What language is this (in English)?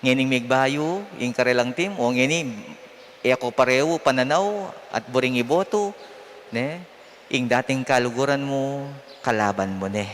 Pampanga